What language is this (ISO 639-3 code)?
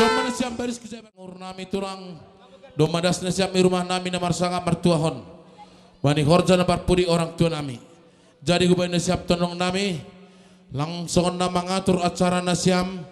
bts